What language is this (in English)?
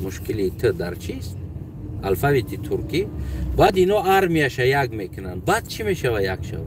Tajik